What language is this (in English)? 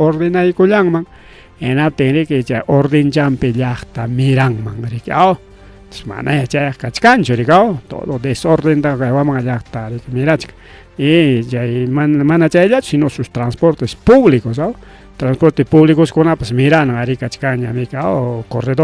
Ayacucho Quechua